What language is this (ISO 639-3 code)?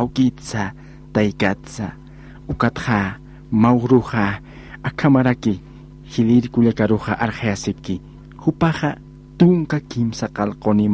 aym